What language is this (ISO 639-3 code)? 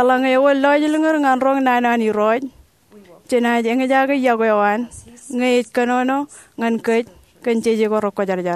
mah